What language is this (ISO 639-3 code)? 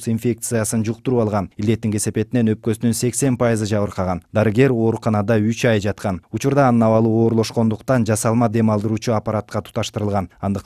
kir